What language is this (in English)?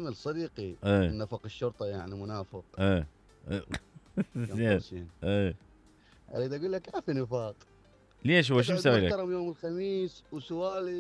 Mesopotamian Arabic